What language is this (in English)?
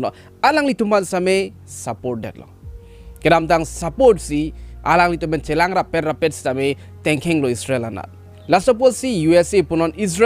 Karbi